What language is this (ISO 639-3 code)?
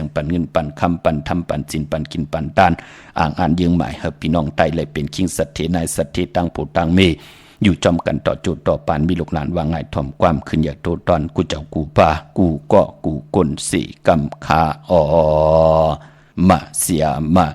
shn